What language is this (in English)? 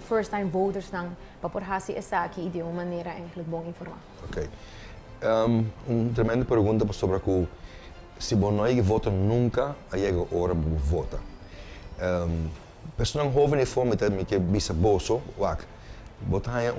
Papiamento